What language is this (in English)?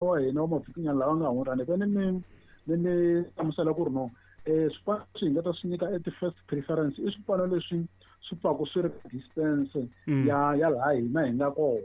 Tsonga